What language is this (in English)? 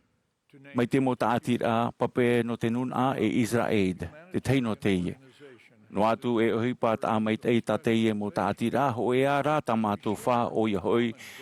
Tahitian